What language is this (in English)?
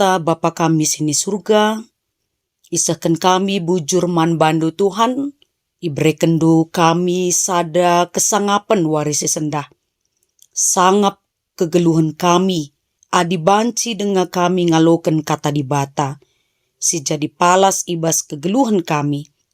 Batak Karo